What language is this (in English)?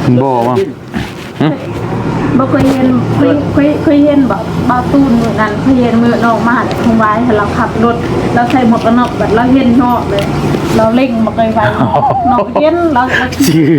Northeastern Thai